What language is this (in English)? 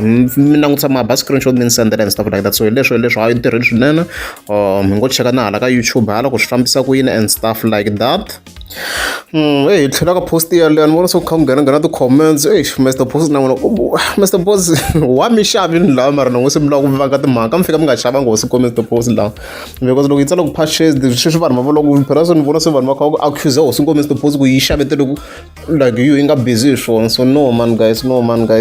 Tsonga